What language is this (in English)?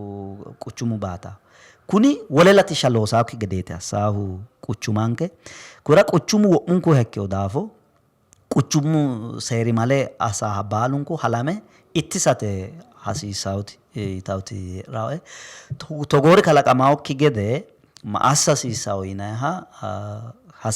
Sidamo